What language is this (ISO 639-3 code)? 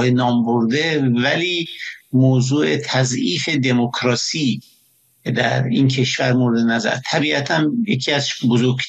fas